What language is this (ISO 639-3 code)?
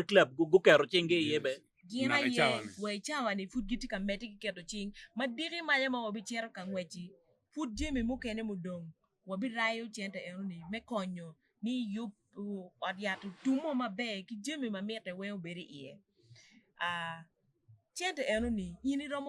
ach